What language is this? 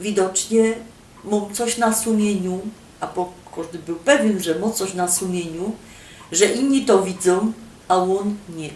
Silesian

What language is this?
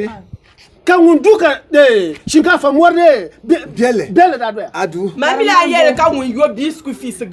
Dagbani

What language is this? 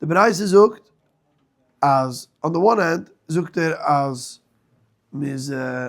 Yiddish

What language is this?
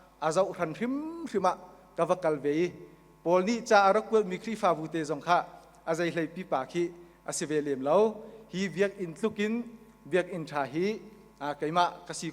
Hakha Chin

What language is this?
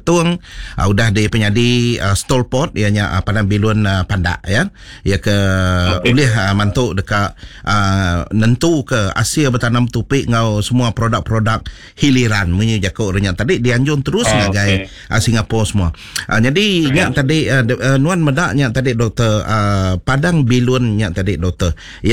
Iban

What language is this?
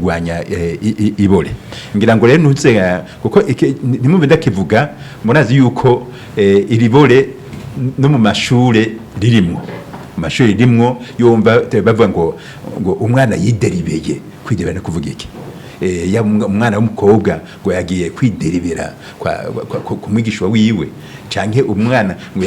Rundi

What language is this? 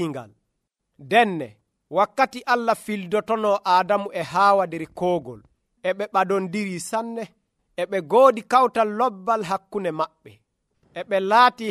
Nigerian Fulfulde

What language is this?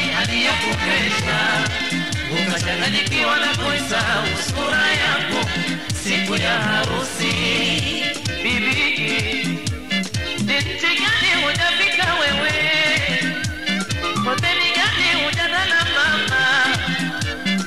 Swahili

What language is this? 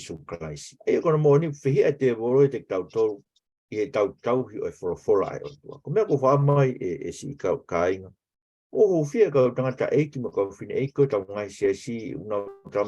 Tongan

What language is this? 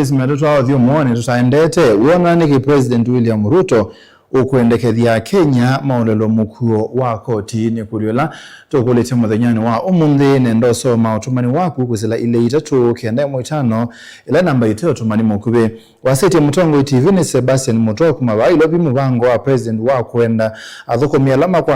Kamba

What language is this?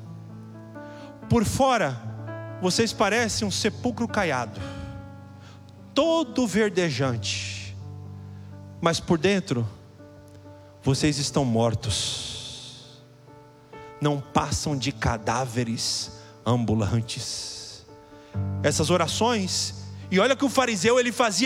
Portuguese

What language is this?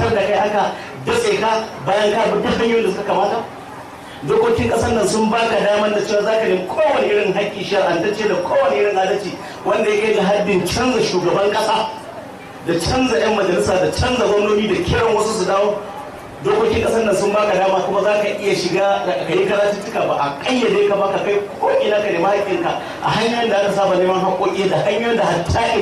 Hausa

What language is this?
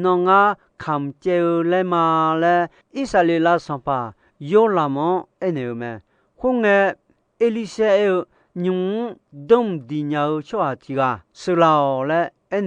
Akha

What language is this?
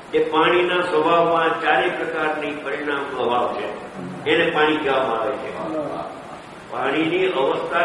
Gujarati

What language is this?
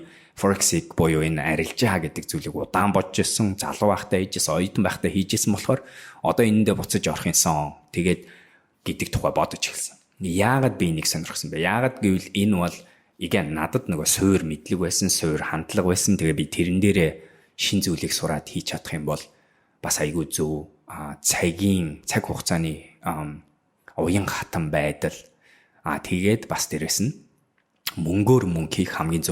Mongolian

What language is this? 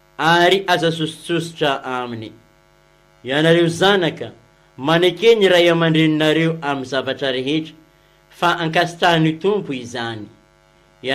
Malagasy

